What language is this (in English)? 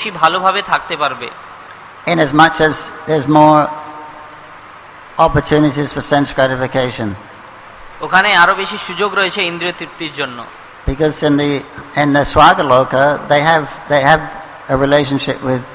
Bangla